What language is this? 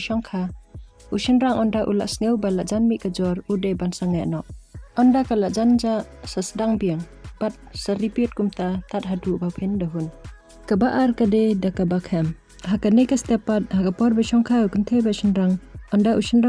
Khasi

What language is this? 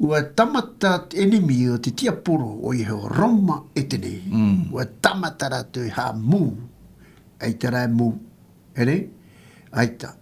Tahitian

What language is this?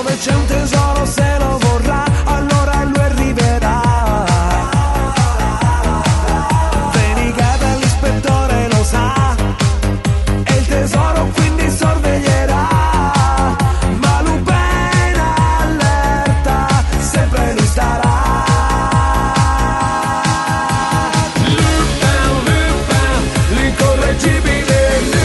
Italian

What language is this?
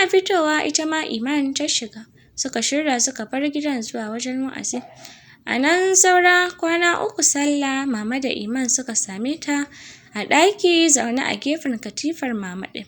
Hausa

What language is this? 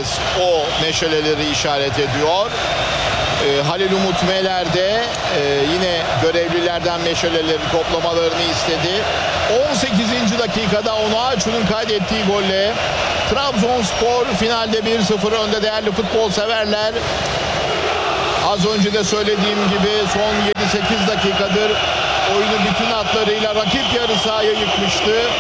Turkish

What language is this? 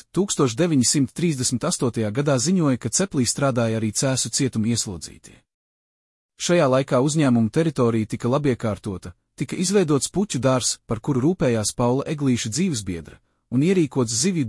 Latvian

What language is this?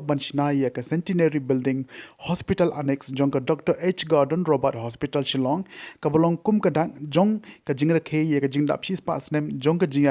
Khasi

